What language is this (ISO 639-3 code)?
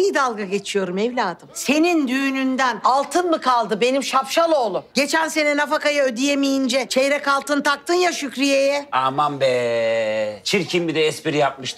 tur